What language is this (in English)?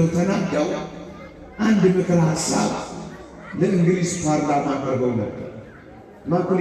Amharic